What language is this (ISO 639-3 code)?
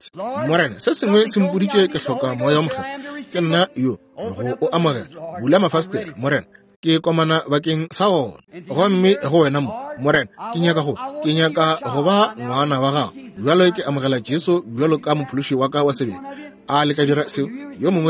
nso